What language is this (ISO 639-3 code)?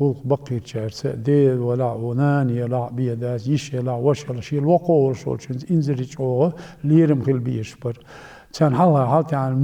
che